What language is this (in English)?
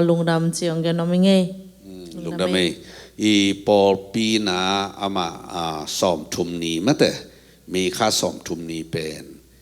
Tedim Chin